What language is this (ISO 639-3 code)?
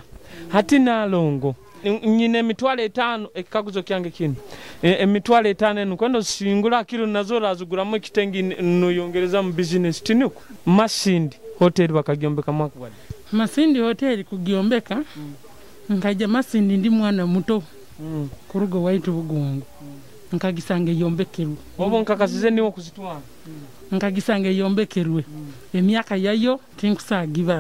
nyo